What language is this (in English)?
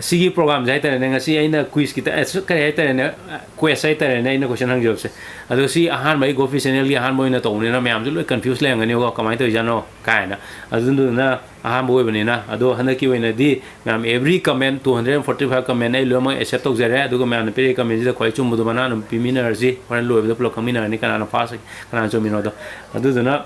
Manipuri